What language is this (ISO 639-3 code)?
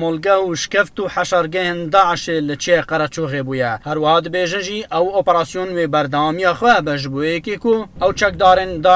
kur